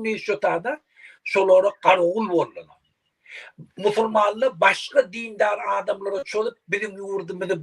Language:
Turkmen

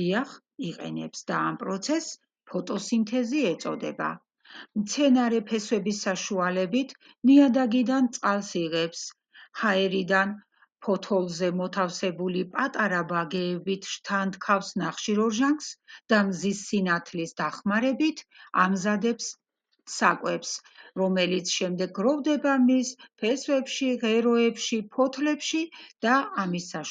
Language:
Georgian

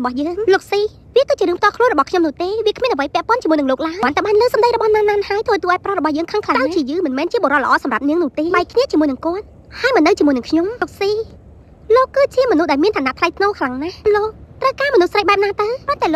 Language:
Khmer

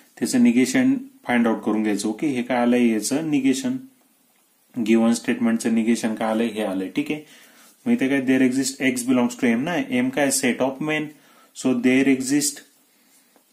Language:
Marathi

